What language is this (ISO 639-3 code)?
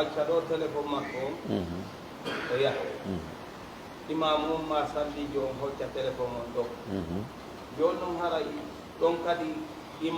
fuf